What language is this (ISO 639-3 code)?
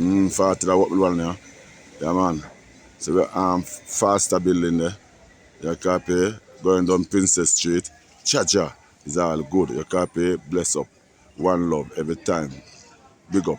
jam